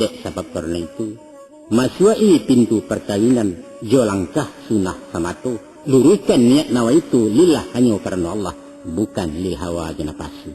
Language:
Minangkabau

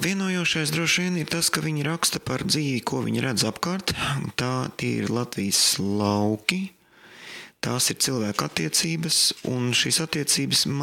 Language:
Latvian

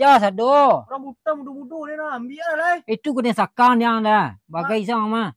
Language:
Minangkabau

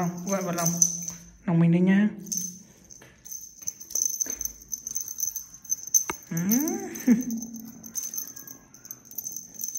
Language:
Vietnamese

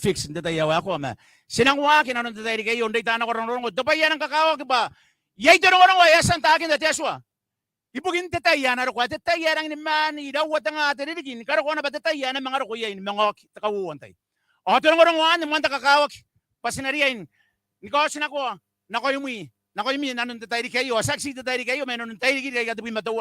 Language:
Gilbertese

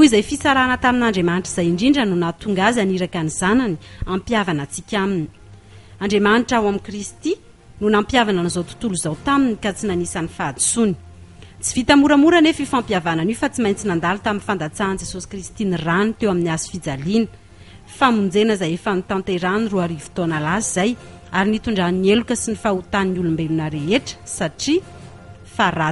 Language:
Malagasy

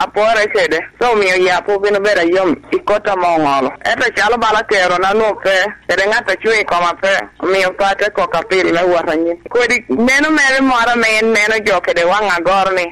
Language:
Lango (Uganda)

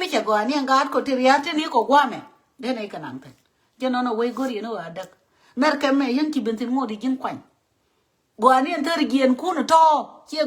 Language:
Nuer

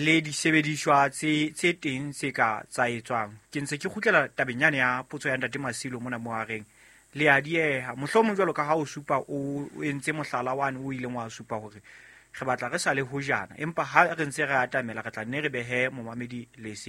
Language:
Southern Sotho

